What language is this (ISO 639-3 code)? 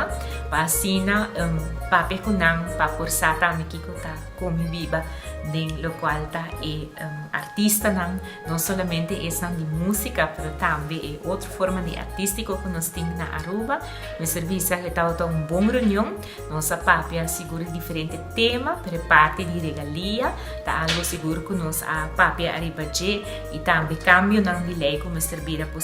pap